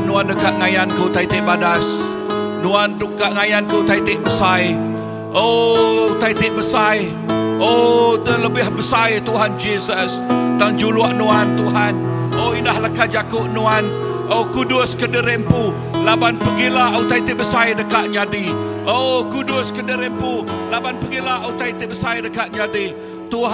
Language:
Iban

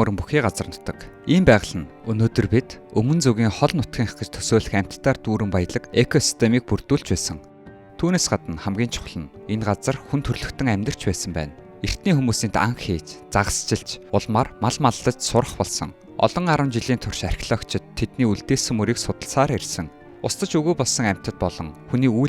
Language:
Mongolian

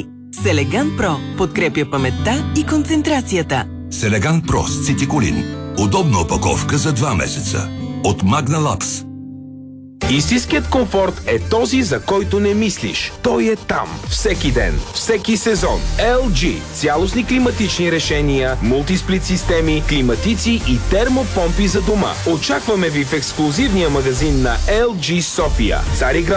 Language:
Bulgarian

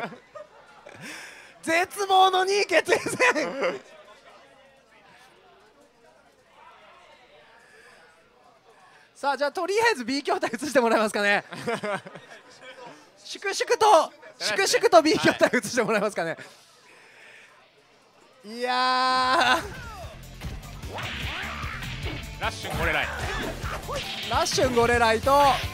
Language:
Japanese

